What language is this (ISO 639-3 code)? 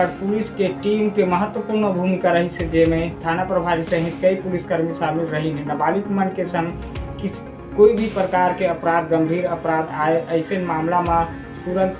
hne